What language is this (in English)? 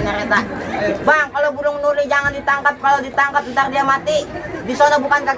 Betawi